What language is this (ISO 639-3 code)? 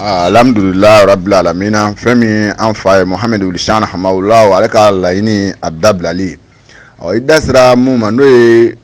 bam